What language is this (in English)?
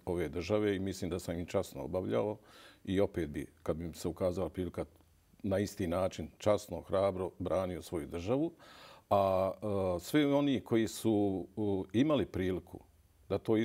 Bosnian